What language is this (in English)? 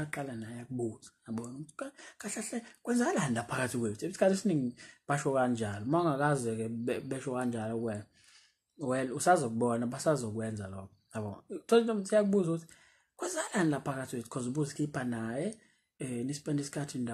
Zulu